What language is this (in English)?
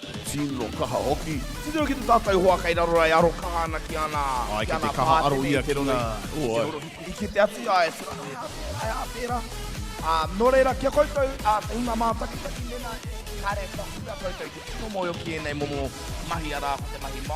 Māori